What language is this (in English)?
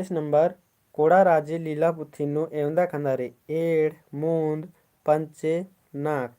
Kurukh